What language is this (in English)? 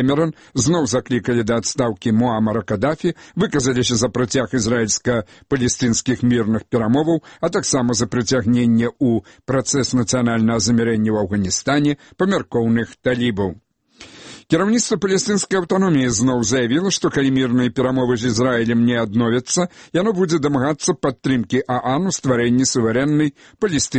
Belarusian